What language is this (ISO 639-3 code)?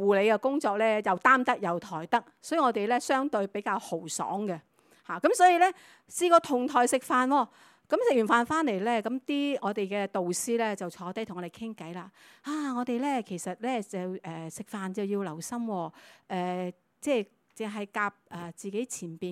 yue